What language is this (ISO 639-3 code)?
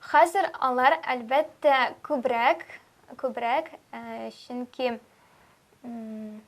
tat